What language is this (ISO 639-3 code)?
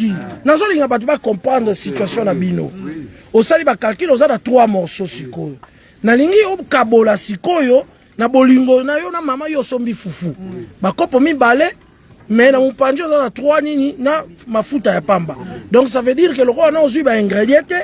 lin